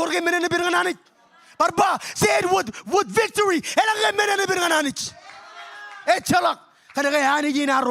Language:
Marshallese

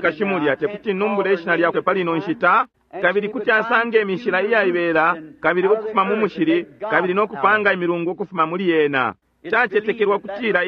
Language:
Bemba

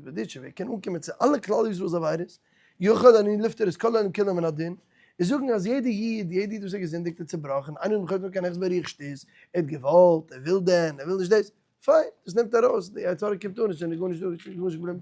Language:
Yiddish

